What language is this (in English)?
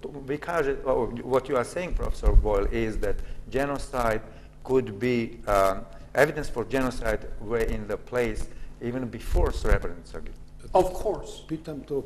Bosnian